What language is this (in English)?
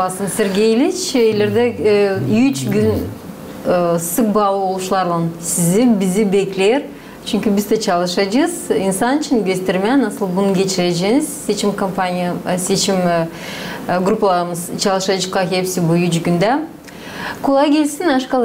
Gagauz